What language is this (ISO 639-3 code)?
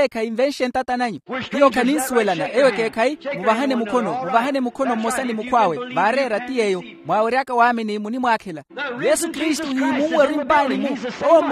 vmw